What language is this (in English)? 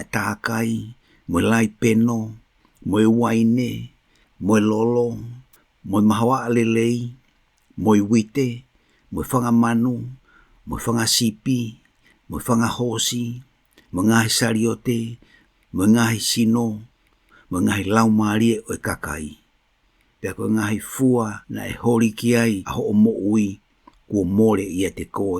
Tongan